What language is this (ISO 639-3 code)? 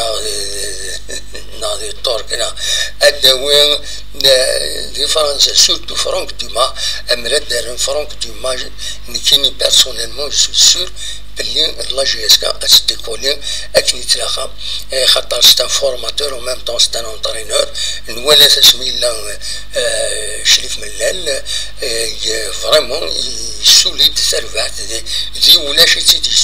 kab